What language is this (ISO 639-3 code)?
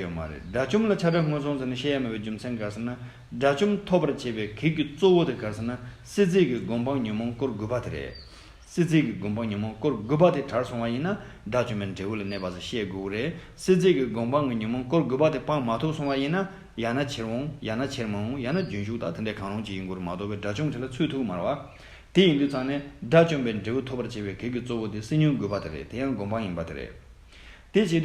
bod